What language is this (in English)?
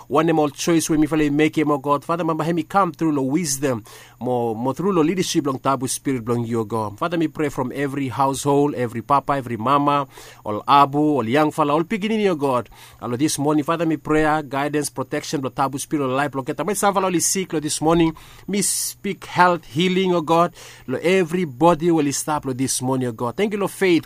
Bislama